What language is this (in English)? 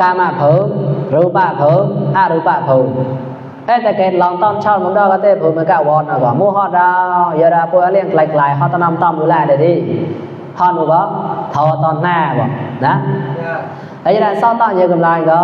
Mon